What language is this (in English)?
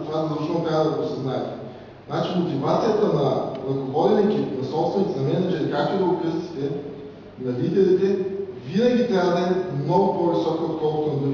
Bulgarian